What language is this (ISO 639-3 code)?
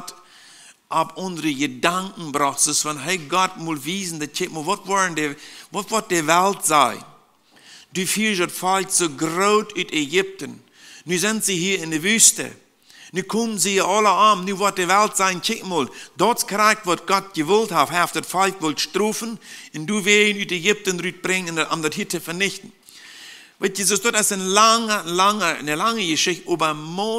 pdt